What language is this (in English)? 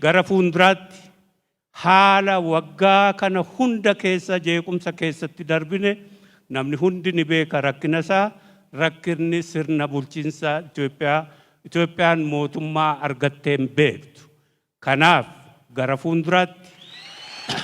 Oromo